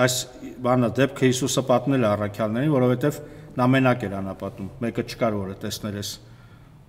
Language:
Armenian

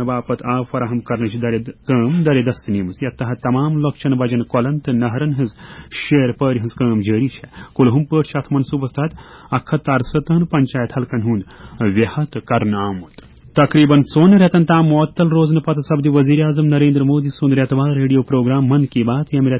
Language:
Kashmiri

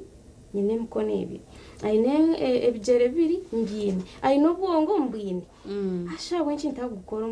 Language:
Nyankole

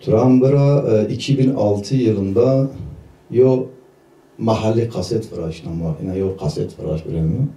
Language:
Zaza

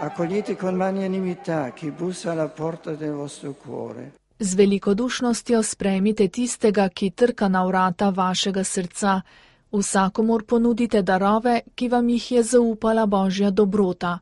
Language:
Slovenian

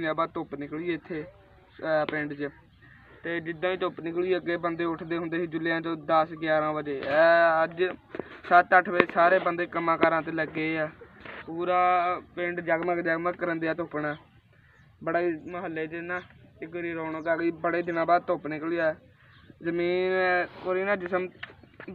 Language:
Punjabi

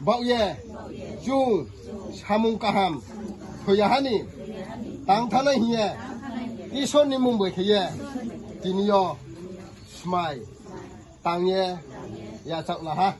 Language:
Riang (India)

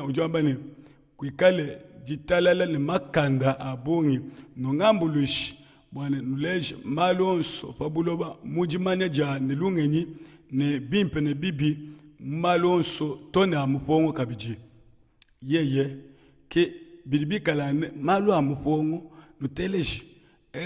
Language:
Luba-Lulua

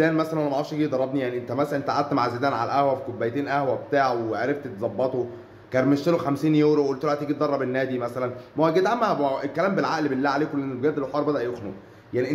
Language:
Egyptian Arabic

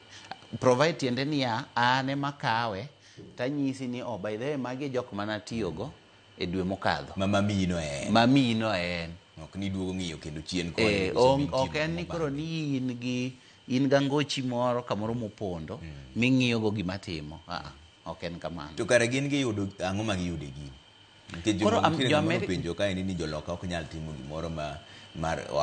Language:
Luo (Kenya and Tanzania)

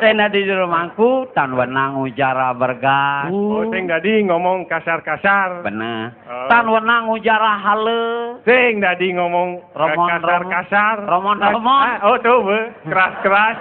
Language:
Balinese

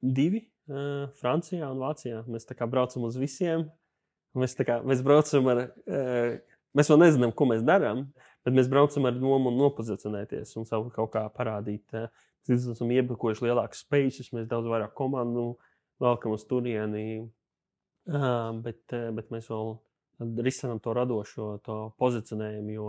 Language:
Latvian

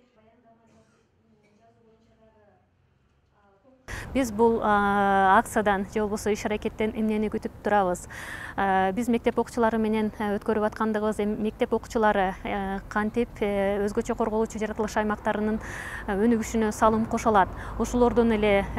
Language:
Kyrgyz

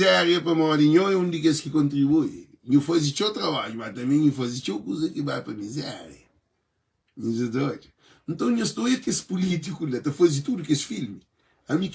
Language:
Kabuverdianu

